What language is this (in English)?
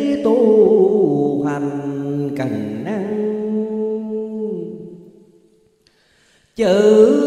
Vietnamese